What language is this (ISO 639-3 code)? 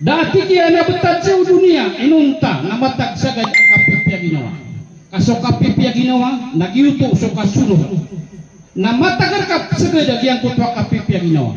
mrw